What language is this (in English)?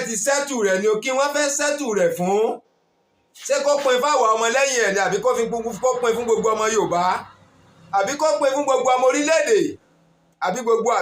Yoruba